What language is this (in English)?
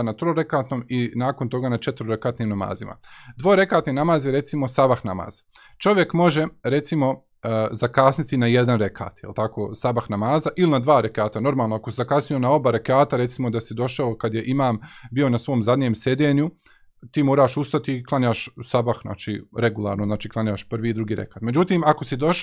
Bosnian